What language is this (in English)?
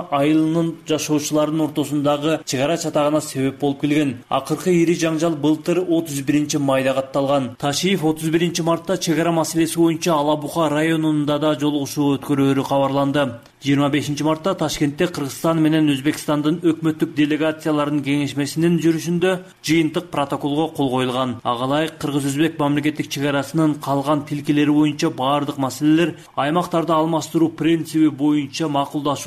Kyrgyz